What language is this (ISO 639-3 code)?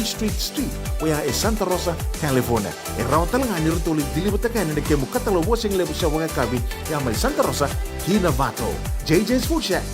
fij